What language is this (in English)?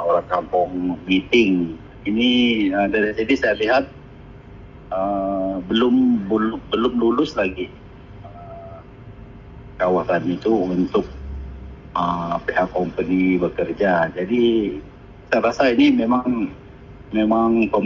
Malay